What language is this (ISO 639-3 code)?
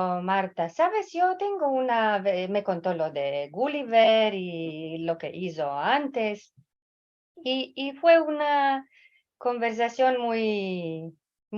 lad